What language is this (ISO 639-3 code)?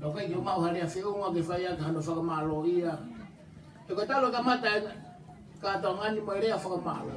ton